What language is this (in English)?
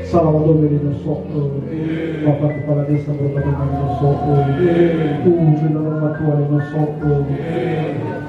Nias